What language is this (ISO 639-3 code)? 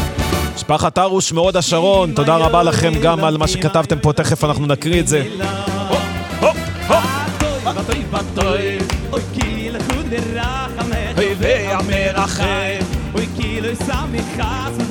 heb